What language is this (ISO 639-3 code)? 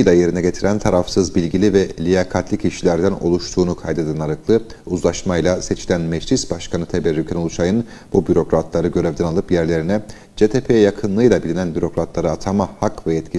tur